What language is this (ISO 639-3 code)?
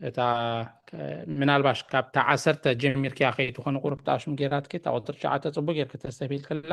tir